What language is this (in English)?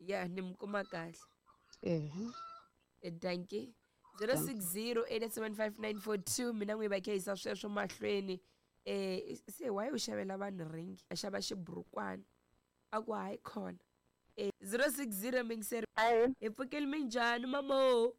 Tsonga